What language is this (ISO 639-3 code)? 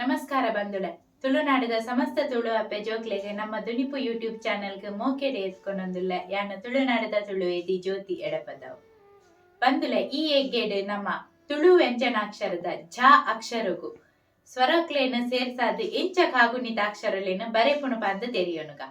tcy